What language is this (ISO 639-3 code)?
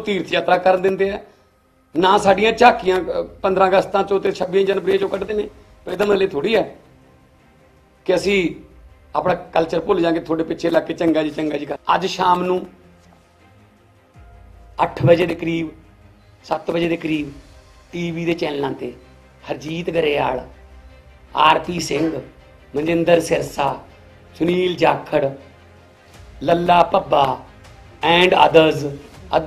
pan